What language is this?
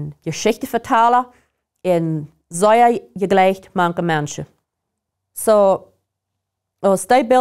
Plautdietsch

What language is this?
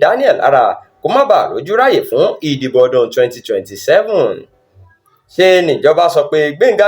Yoruba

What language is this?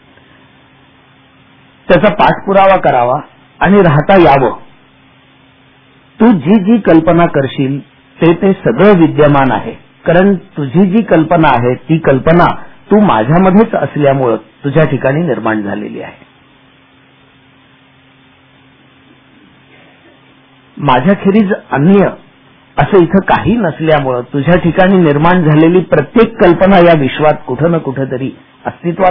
Marathi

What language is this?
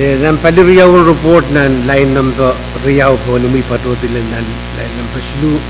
Pohnpeian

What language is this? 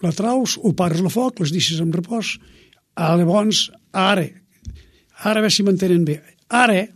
Catalan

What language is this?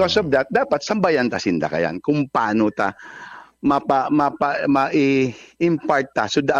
Bikol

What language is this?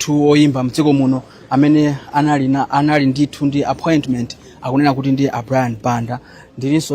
Nyanja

